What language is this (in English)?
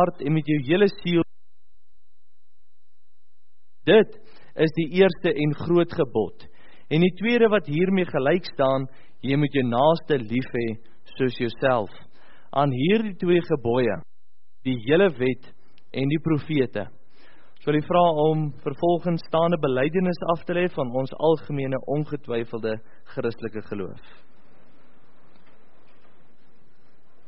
Afrikaans